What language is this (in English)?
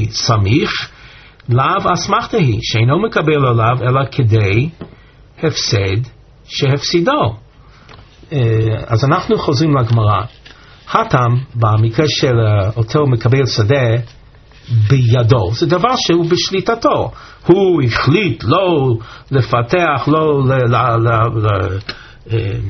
Hebrew